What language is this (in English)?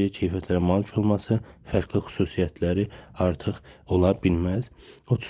Azerbaijani